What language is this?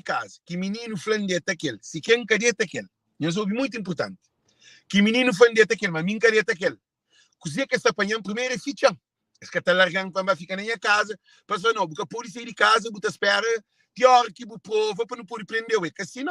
Kabuverdianu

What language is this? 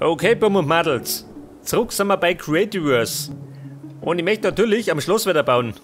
Bavarian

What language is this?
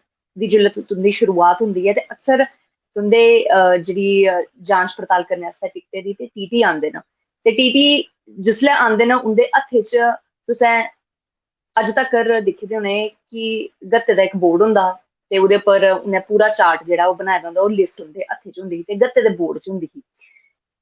Dogri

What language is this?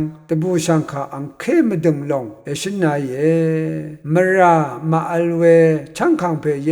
Rawang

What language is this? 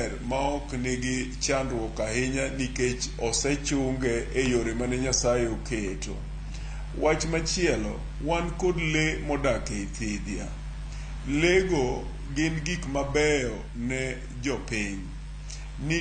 Luo (Kenya and Tanzania)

